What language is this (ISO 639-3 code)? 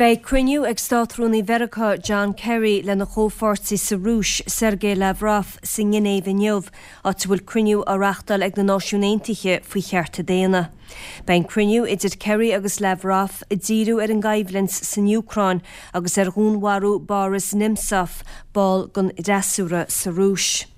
gle